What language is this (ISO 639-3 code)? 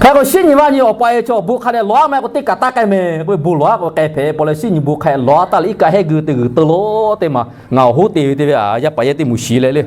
lhu